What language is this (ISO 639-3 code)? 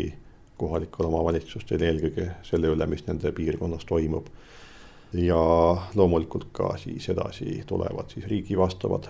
est